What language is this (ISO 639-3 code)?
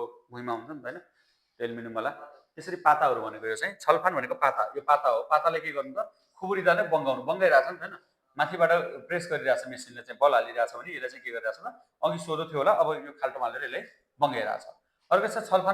nep